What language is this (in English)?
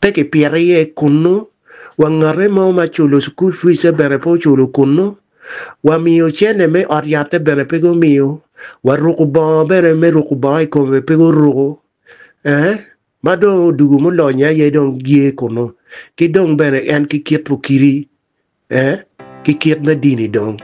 Acoli